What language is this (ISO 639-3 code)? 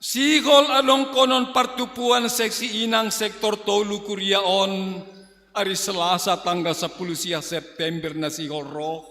bts